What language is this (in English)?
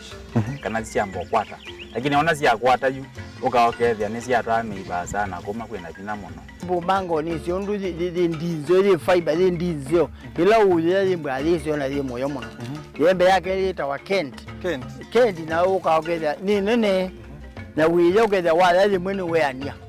Kamba